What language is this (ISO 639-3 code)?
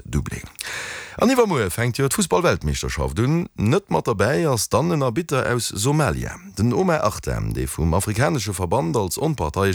ltz